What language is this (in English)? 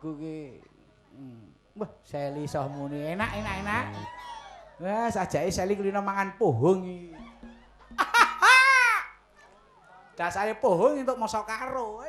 Javanese